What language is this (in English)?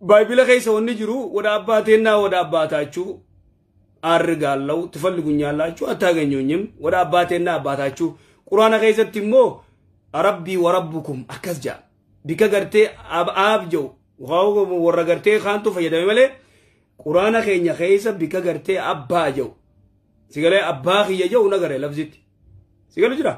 Oromo